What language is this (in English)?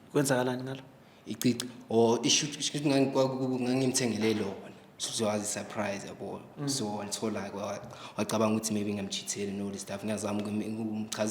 Zulu